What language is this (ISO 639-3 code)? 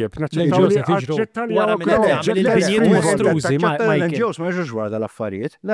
mlt